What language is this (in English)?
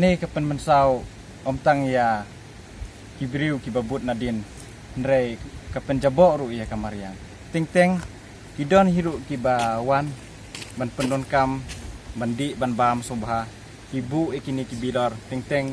Khasi